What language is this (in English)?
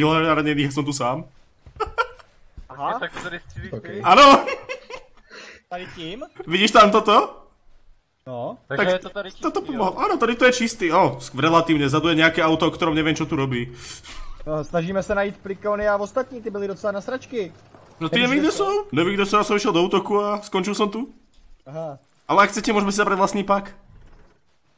Czech